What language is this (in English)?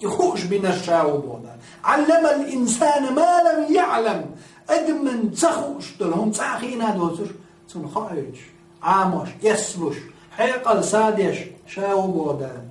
Chechen